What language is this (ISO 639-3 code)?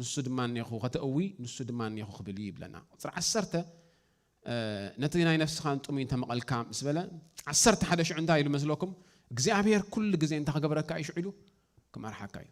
tir